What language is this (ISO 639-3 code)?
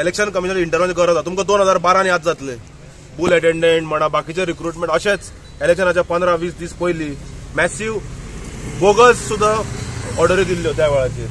kok